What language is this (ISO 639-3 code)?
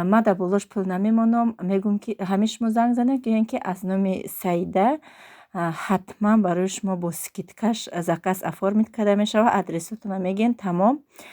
tgk